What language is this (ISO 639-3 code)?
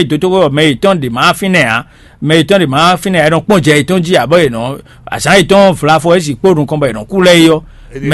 fon